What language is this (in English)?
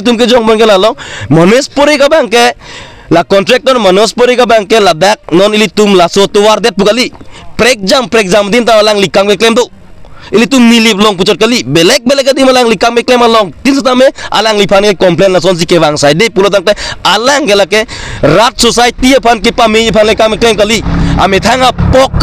Karbi